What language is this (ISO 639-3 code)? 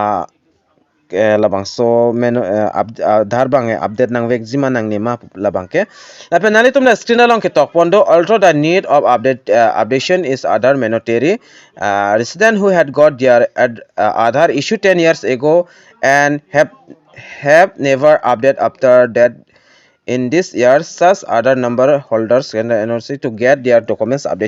mjw